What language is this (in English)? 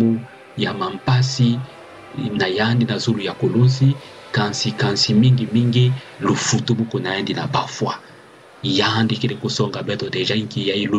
Kituba (Democratic Republic of Congo)